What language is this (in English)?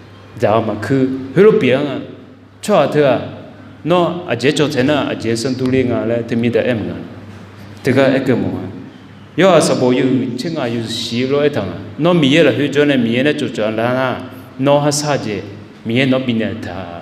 Akha